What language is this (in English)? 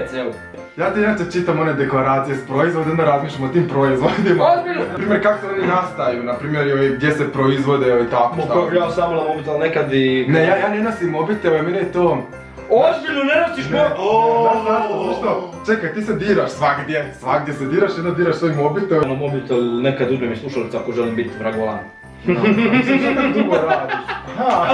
Croatian